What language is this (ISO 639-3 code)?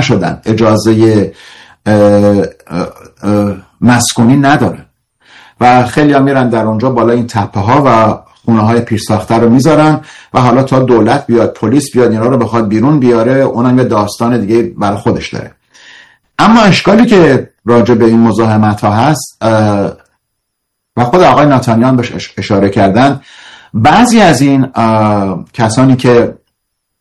fas